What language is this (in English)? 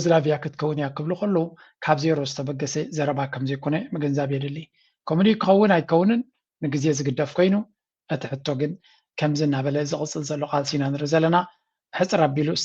Tigrinya